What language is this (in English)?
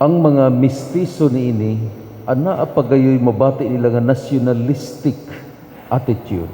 Cebuano